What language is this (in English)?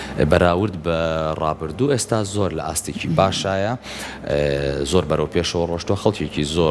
Central Kurdish